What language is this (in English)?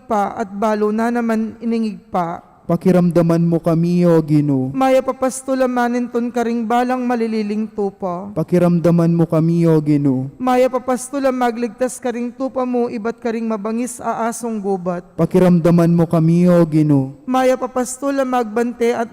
Pampanga